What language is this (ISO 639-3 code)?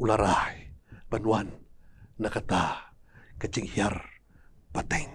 kha